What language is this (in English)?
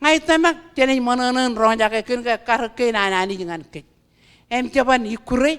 Marshallese